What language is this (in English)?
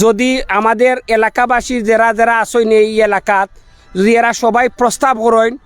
Sylheti